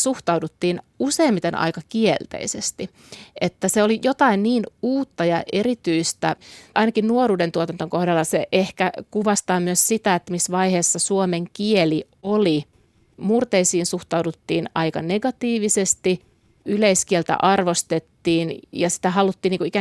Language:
Finnish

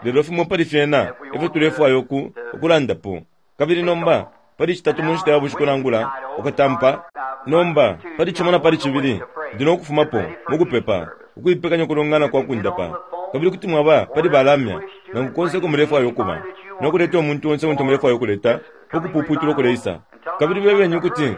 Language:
Bemba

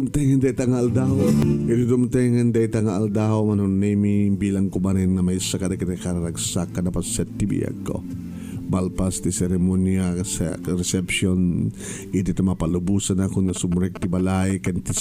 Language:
Iloko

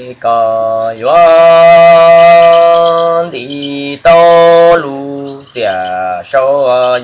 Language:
Hmong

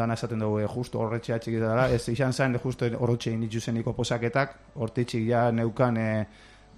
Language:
Basque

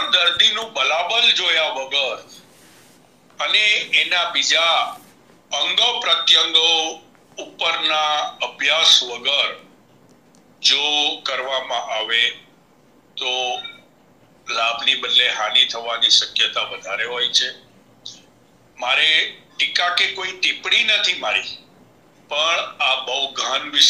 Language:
Gujarati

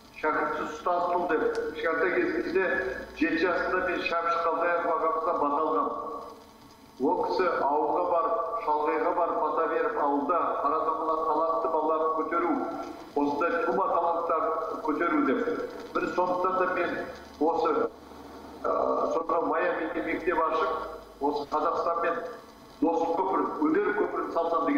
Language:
Kazakh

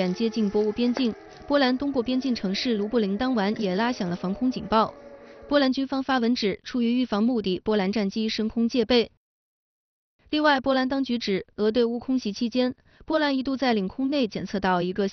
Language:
Chinese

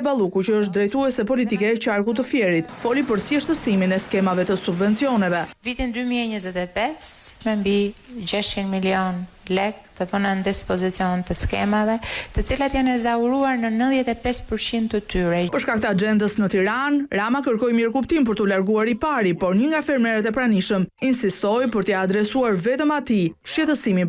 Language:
Albanian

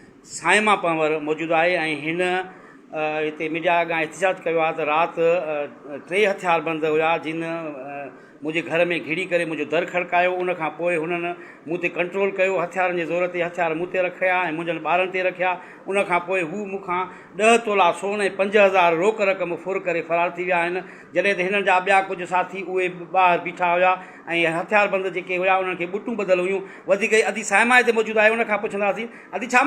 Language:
Sindhi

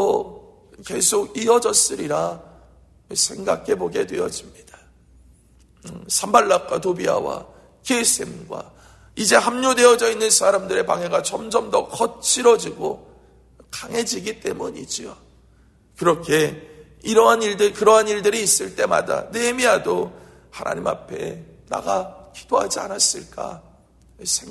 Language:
Korean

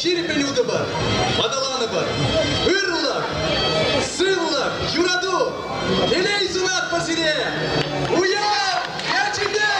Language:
Chuvash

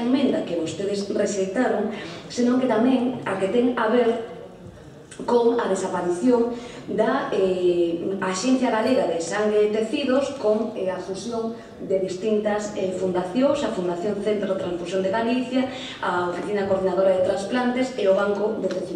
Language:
Galician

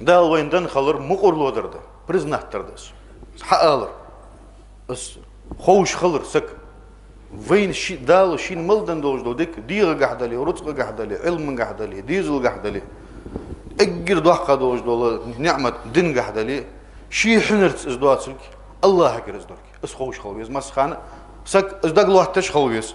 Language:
Ingush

